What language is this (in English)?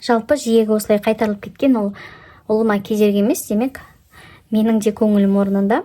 Kazakh